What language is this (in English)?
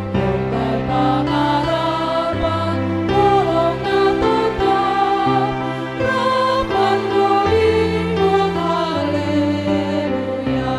Batak Simalungun